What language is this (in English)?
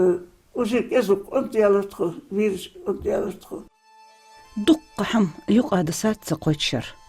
Ingush